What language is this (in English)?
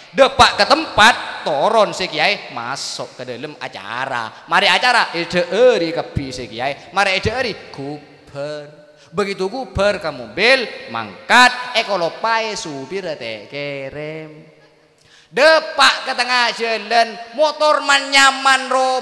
Madurese